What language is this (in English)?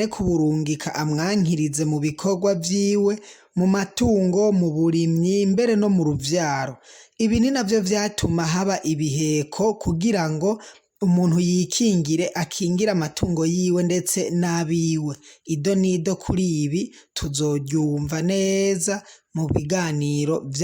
Rundi